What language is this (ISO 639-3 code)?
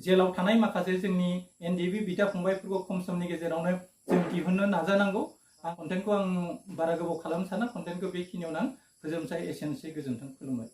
brx